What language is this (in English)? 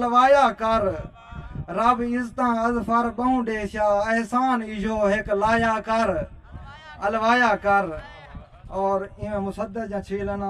Saraiki